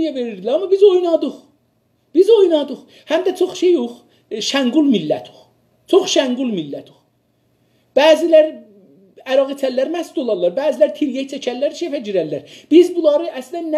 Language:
South Azerbaijani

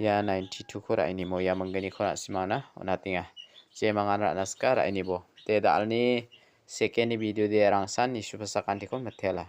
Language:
Garo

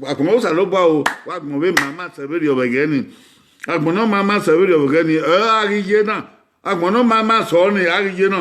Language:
Bini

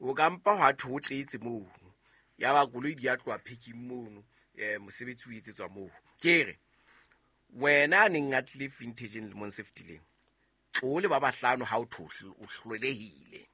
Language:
Southern Sotho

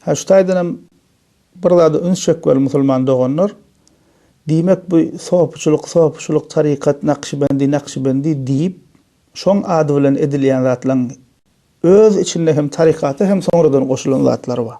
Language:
Turkmen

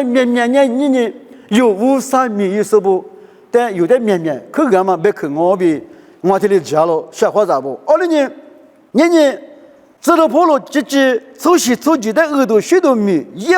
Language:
Lisu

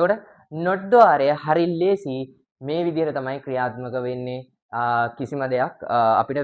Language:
Sinhala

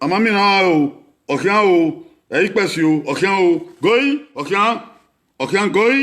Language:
Bini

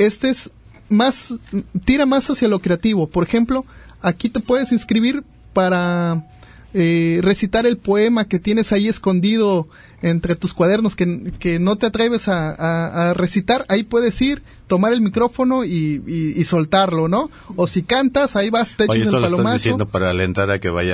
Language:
Spanish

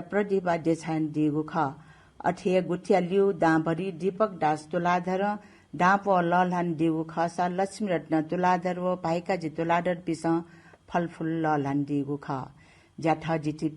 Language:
Newari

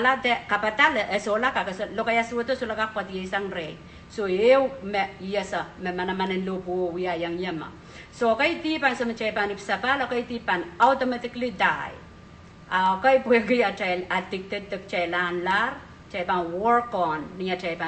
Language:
Pohnpeian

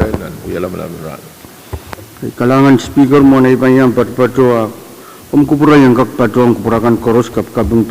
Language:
Pohnpeian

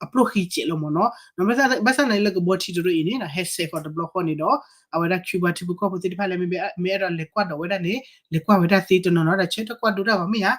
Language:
S'gaw Karen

